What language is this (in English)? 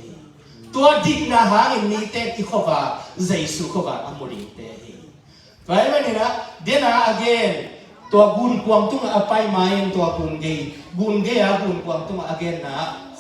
Tedim Chin